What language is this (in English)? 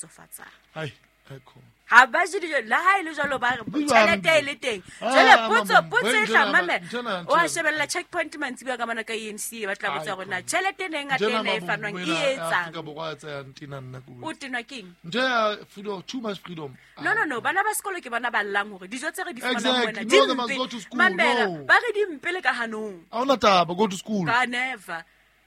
Southern Sotho